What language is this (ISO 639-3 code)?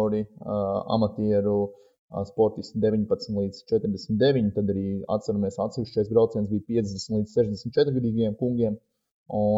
lav